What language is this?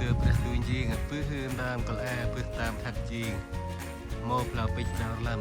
Central Mnong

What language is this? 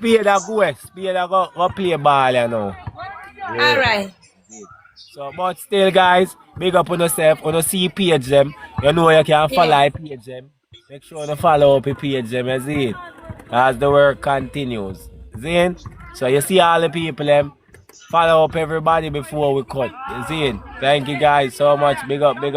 Jamaican Creole English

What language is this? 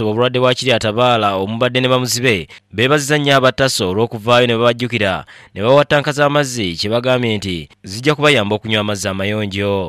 Ganda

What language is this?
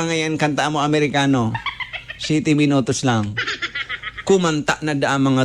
Bikol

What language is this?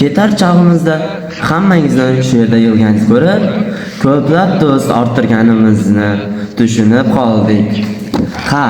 Uzbek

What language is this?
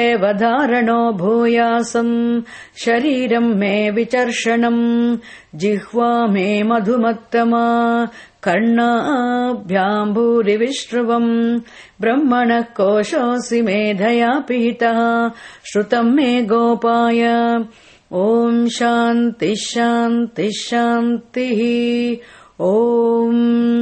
Sanskrit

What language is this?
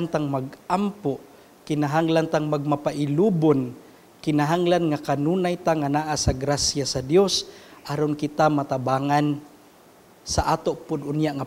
Cebuano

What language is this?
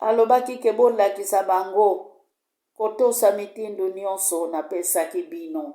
Lingala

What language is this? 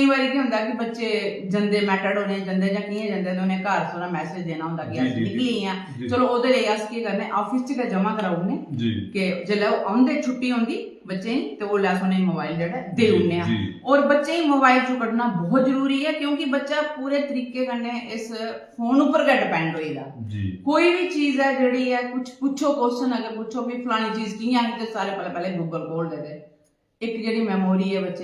Dogri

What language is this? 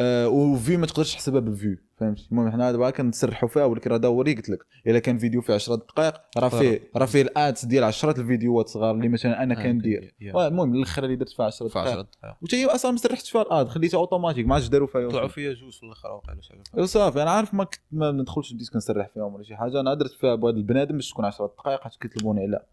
Moroccan Arabic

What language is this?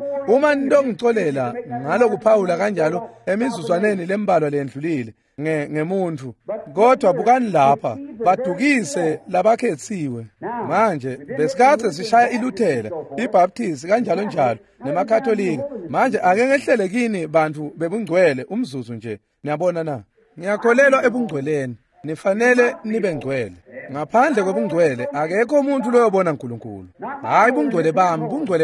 Swati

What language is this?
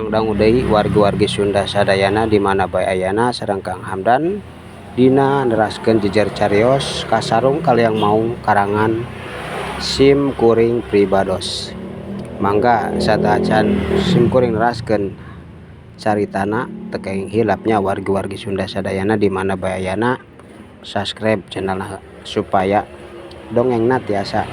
Sundanese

